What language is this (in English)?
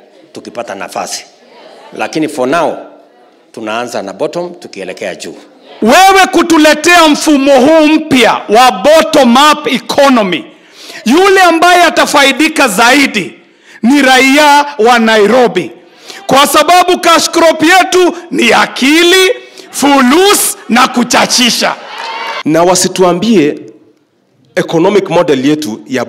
Kikuyu